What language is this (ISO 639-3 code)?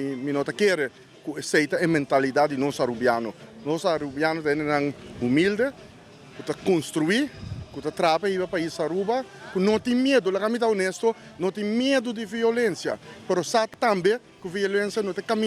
pap